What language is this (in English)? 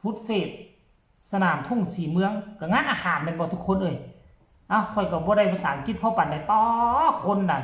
Northeastern Thai